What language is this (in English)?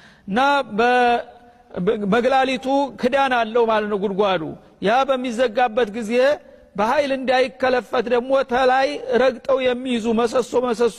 Amharic